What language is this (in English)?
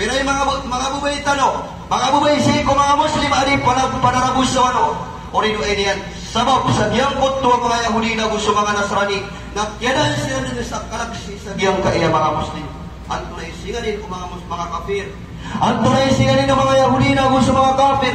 Maranao